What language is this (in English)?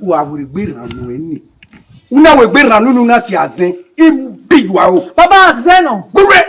Bini